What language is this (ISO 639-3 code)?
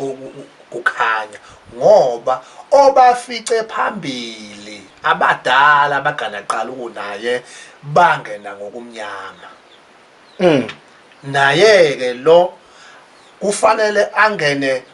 zul